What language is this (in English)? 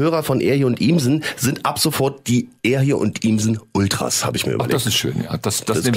German